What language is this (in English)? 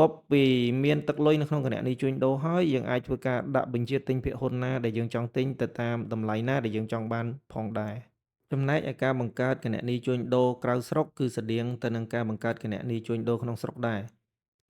Khmer